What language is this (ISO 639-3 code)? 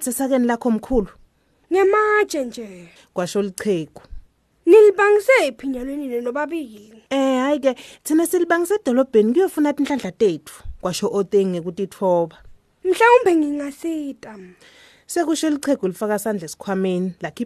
ssw